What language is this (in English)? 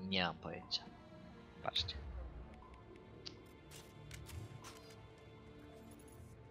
Polish